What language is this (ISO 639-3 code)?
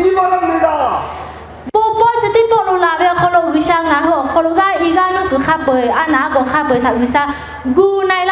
lhu